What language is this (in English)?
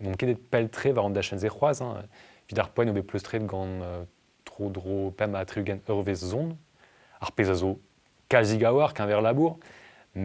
Breton